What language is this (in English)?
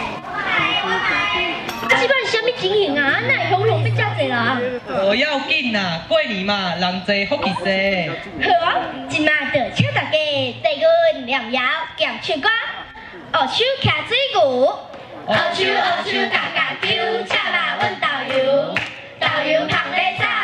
Min Nan Chinese